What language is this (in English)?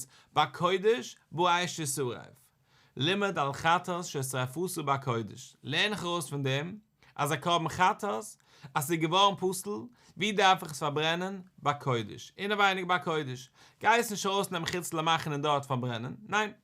Yiddish